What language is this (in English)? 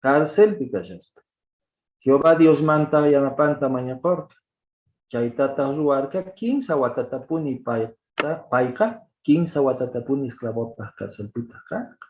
Quechua